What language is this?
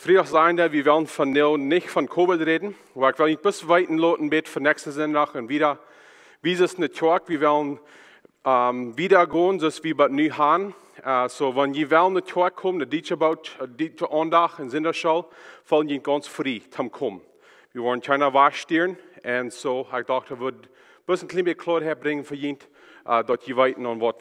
Plautdietsch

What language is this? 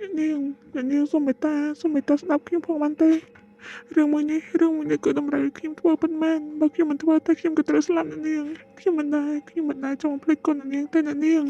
Khmer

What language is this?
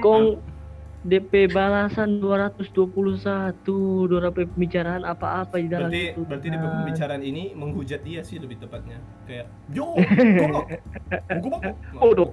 Manado Malay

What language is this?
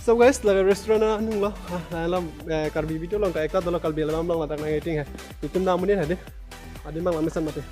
Karbi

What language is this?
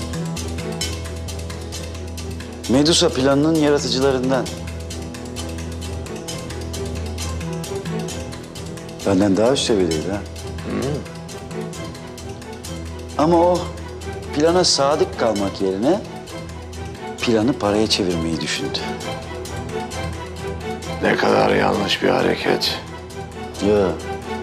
Turkish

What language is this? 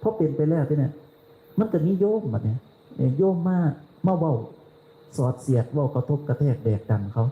Northeastern Thai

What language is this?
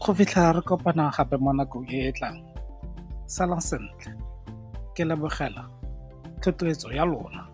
Tswana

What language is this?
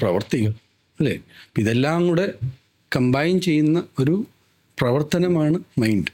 Malayalam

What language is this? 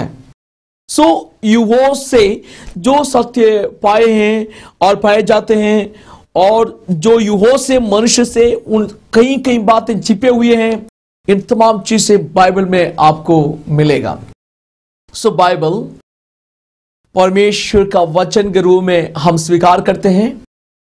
Hindi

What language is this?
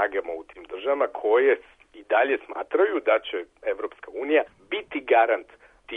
Serbian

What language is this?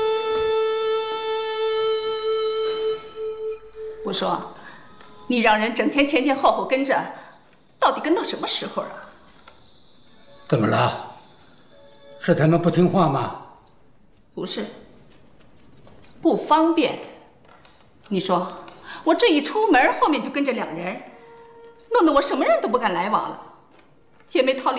Chinese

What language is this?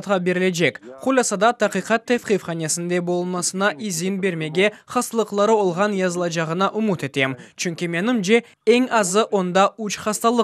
Crimean Tatar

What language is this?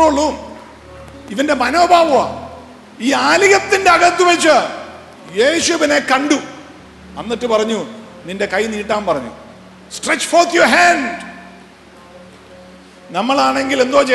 Malayalam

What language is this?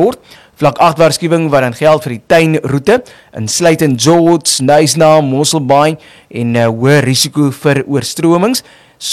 Afrikaans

